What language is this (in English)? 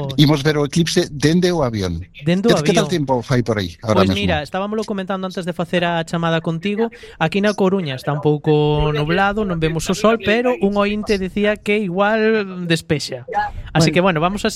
Galician